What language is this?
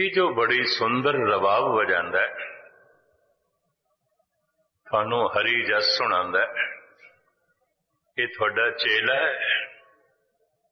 Punjabi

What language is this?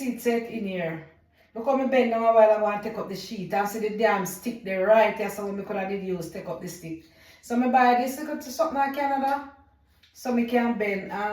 Jamaican Creole English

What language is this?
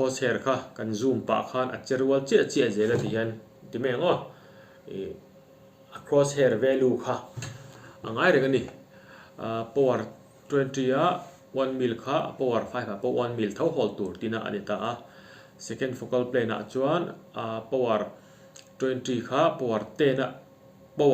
Mizo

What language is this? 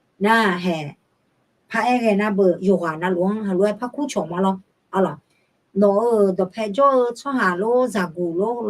Akha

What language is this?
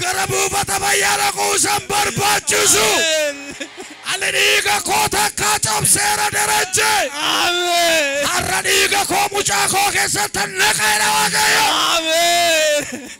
Oromo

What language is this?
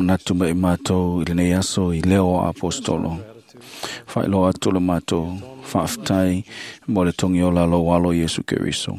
Samoan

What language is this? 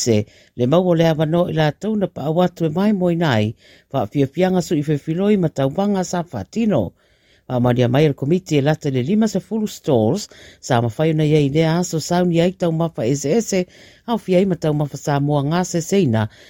Samoan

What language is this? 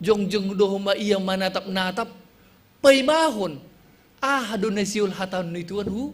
Batak Simalungun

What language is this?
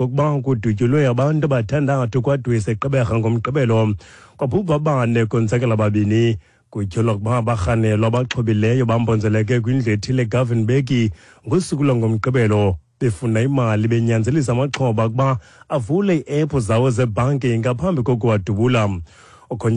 Xhosa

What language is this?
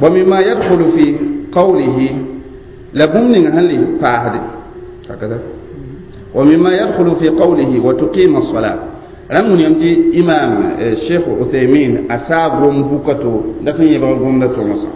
Mossi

